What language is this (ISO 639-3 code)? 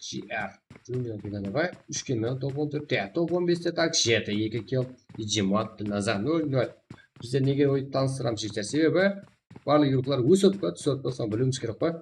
kaa